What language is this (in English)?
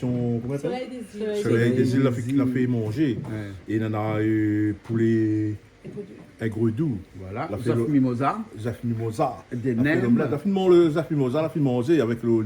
Réunion Creole French